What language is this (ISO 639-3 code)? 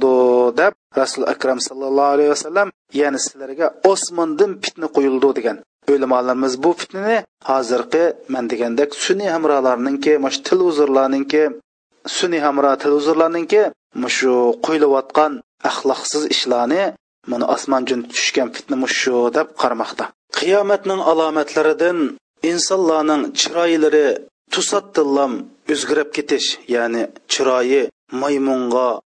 uig